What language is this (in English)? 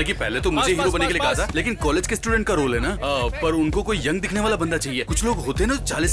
Hindi